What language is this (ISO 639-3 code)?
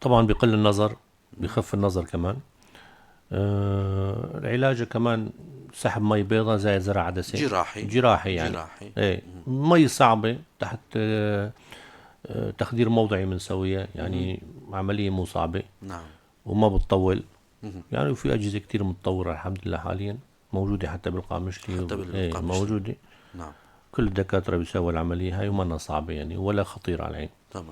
apc